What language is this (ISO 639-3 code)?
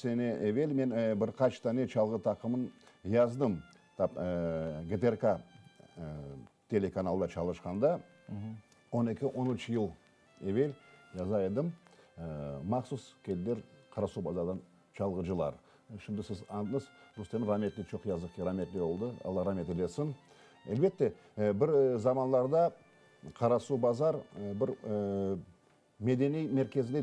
crh